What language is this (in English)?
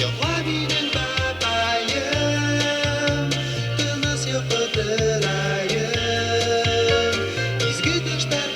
Bashkir